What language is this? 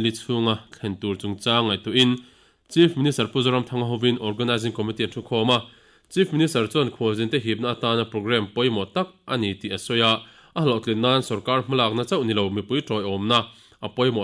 Mizo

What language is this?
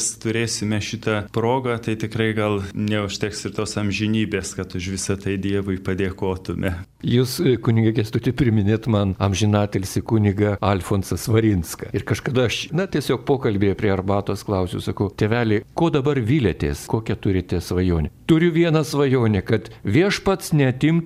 Lithuanian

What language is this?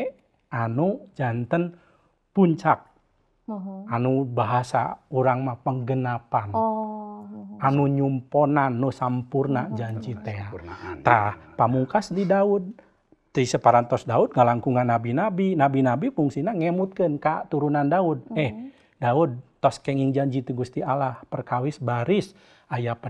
Sundanese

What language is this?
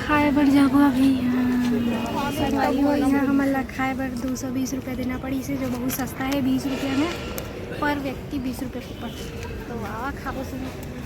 Chhattisgarhi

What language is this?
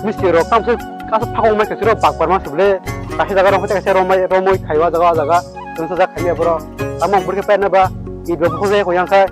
Kok Borok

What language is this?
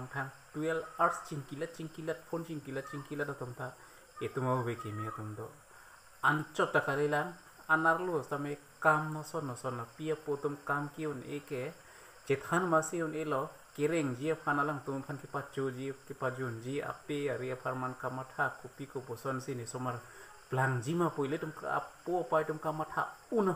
Karbi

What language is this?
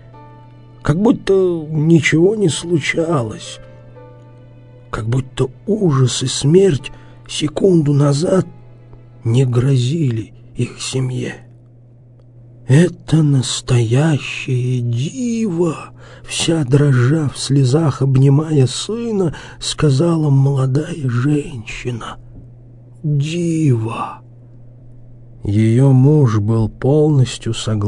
Russian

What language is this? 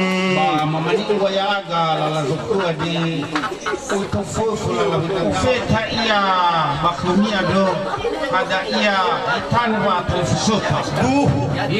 Nias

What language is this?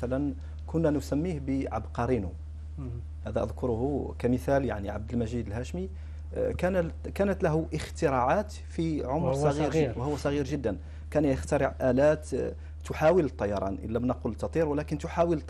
Arabic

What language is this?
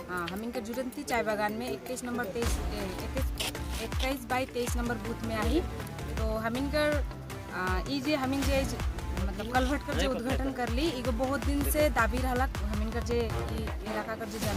Sadri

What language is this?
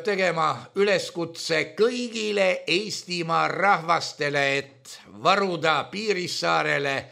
Estonian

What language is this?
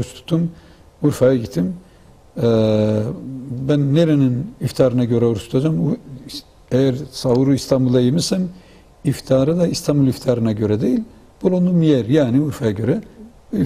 Turkish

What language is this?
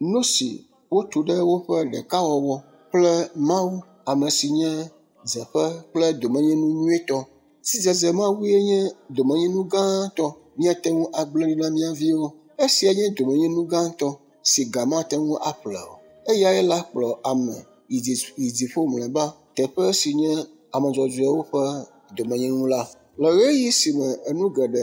Ewe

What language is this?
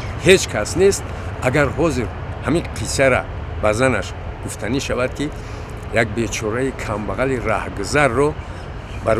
Tajik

